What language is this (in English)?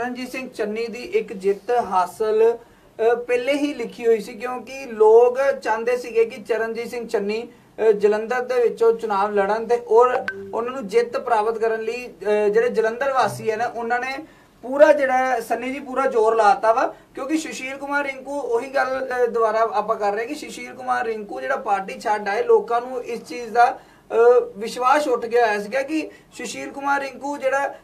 Punjabi